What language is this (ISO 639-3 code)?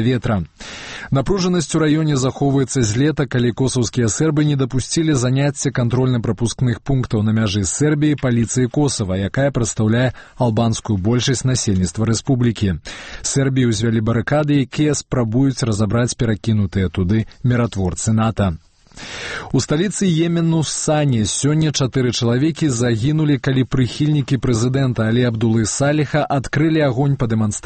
bel